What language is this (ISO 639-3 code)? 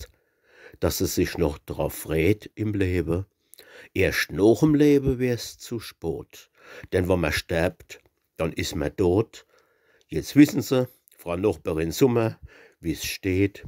pfl